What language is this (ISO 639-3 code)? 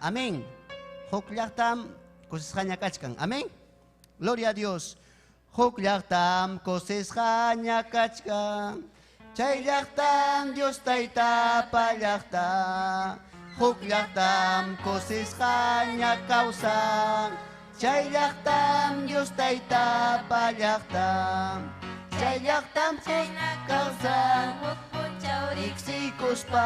quy